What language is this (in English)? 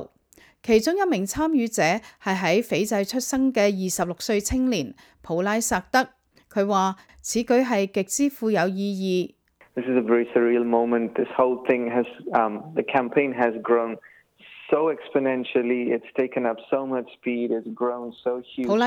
Cantonese